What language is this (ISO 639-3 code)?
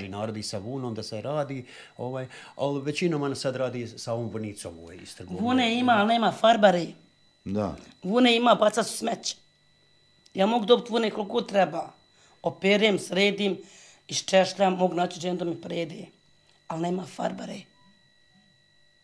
bos